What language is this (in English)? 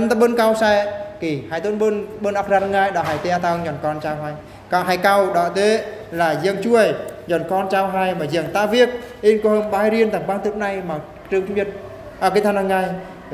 Eastern Bru